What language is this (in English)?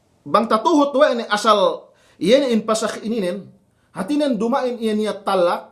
Yakan